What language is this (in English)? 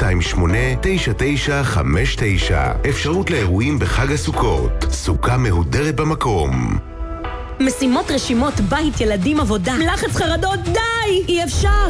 Hebrew